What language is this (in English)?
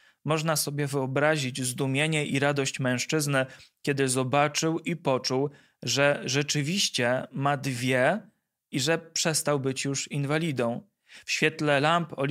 Polish